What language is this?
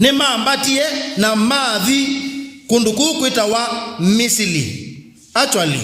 Kamba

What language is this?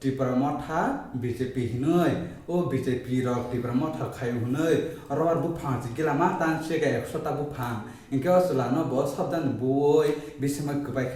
Kok Borok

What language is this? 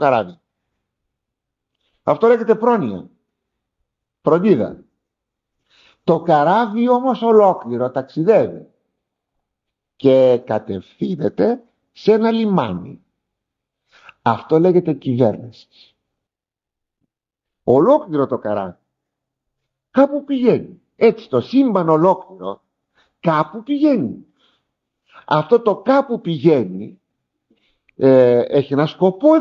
Greek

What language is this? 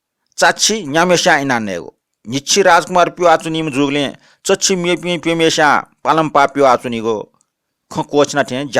Newari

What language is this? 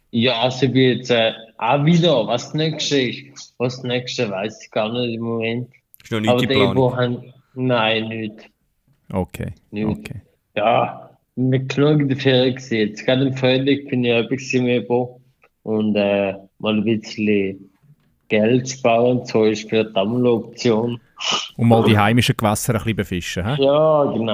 Swiss German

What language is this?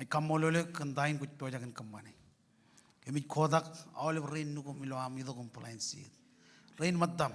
Marshallese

